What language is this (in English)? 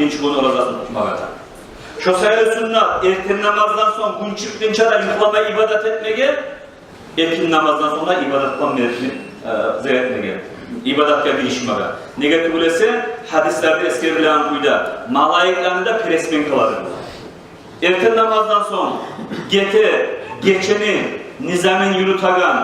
Kumyk